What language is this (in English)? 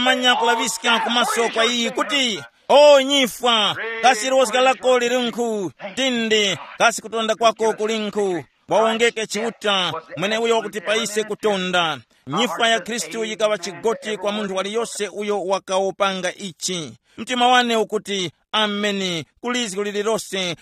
Tumbuka